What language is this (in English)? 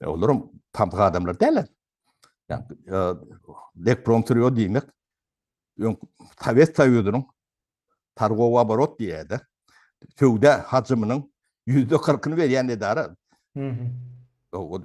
Turkmen